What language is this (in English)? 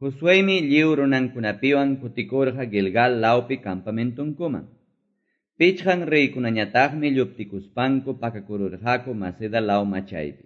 Quechua